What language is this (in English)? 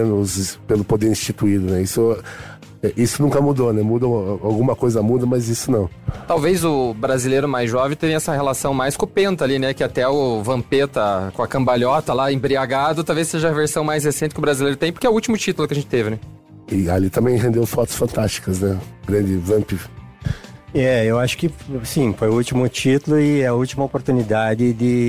Portuguese